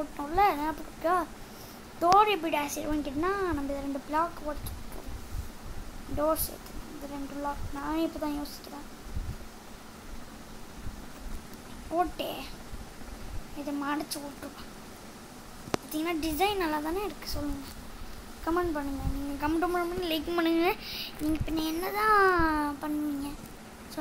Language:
Tamil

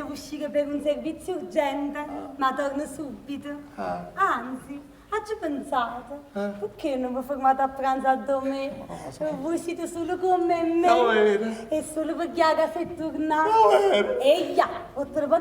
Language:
Neapolitan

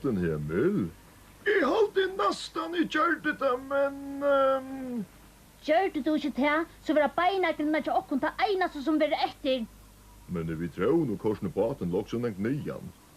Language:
Faroese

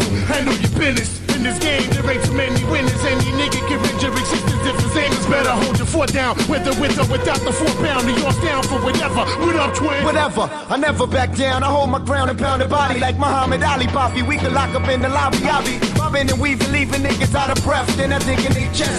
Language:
English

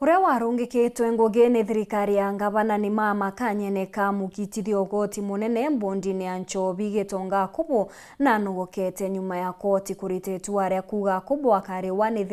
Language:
Meru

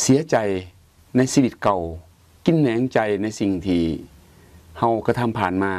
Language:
Lao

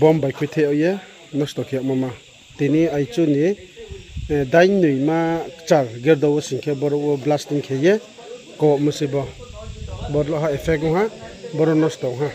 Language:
Riang (India)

